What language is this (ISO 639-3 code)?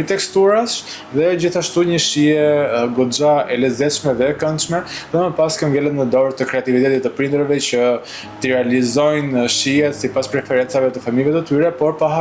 sqi